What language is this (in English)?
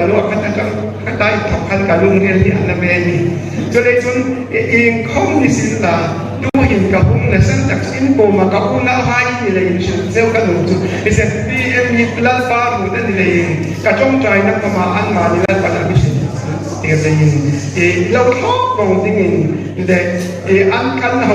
Hmar